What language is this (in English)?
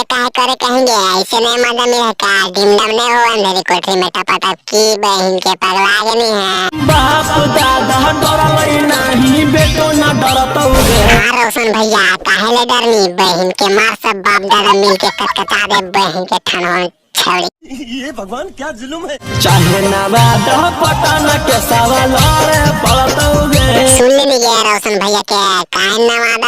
Magahi